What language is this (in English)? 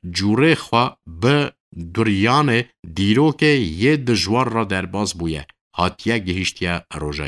Kurdish